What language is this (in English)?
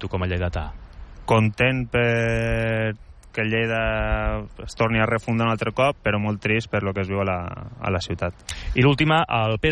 Catalan